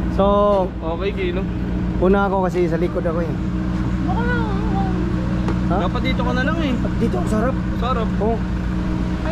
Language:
Filipino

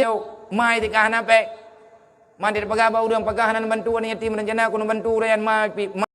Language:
Achinese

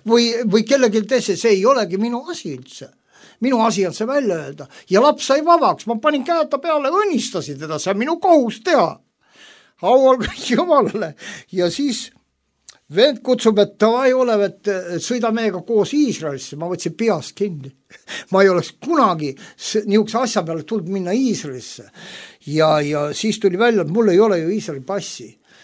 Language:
Estonian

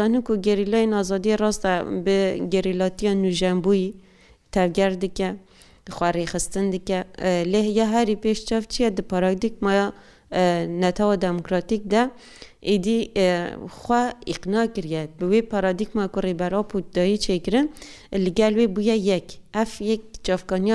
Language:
Kurdish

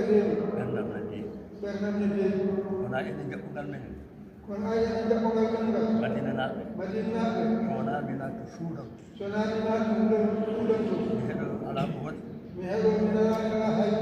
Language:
Fula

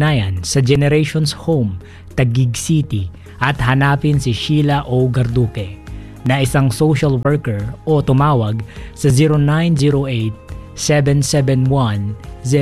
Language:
Filipino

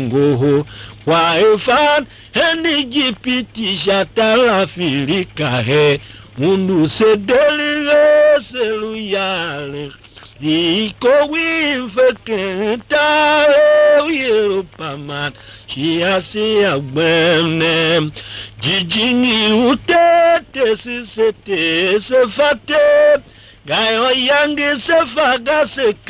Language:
Tiv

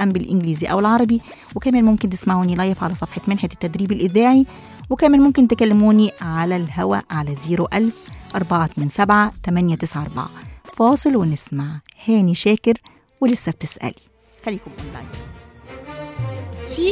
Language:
Egyptian Arabic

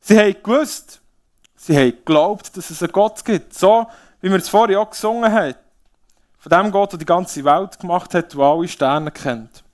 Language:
Swiss German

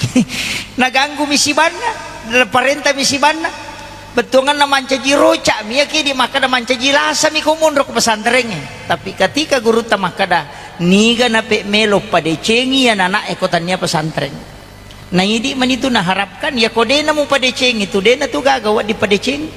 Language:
Buginese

